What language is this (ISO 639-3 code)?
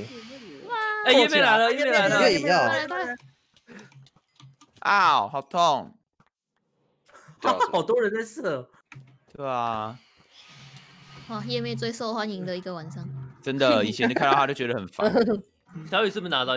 zho